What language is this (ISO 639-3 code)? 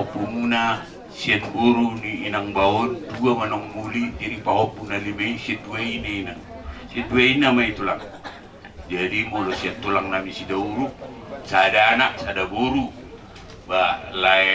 bbc